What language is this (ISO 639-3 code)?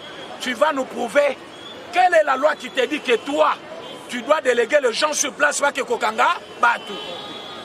lin